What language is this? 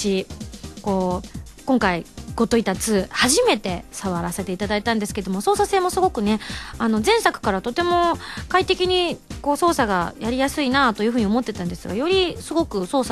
Japanese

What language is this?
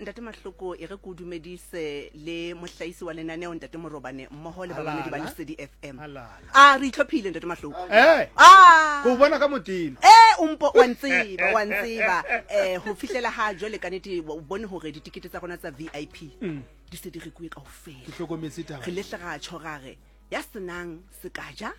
Southern Sotho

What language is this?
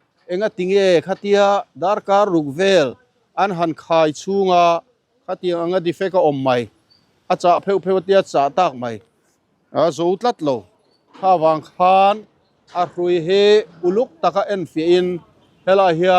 Mizo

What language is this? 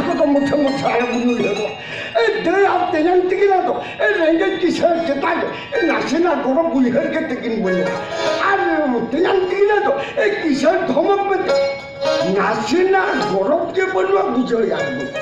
Santali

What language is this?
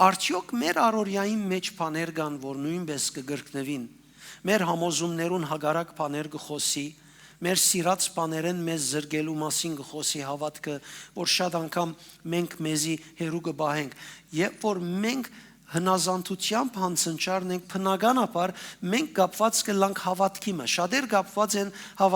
Western Armenian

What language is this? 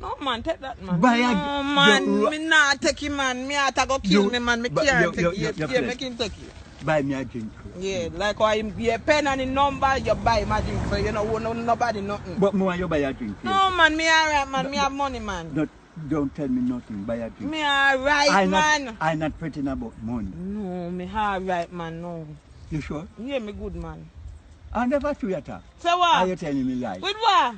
Jamaican Creole English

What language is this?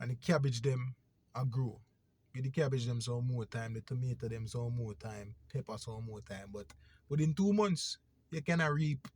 Jamaican Creole English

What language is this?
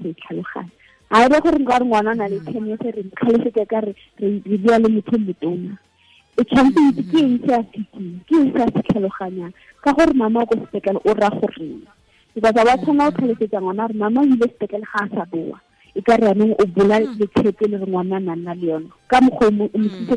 Tswana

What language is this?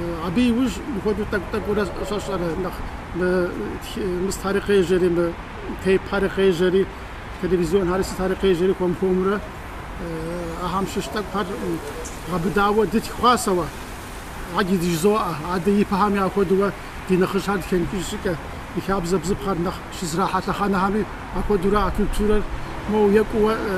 Kabardian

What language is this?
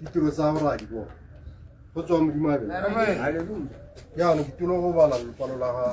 Tswana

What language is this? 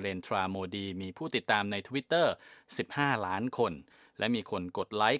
Thai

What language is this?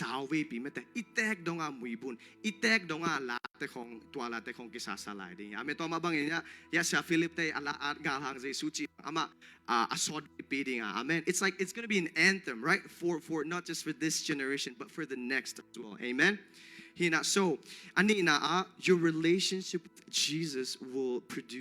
Tedim Chin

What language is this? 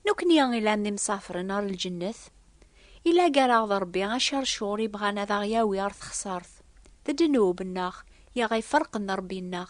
Kabyle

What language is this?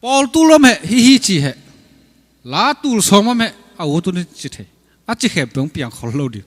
Tedim Chin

